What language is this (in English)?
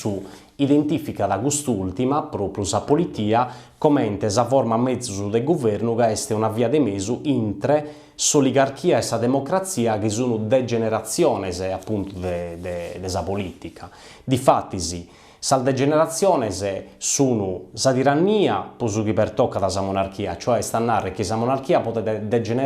Sardinian